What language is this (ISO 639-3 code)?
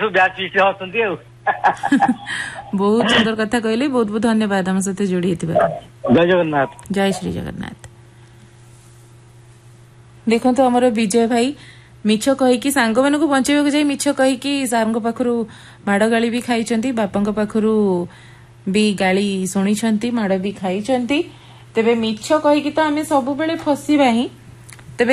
ori